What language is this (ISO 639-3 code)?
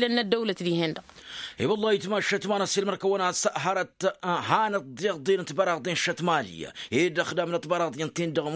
taq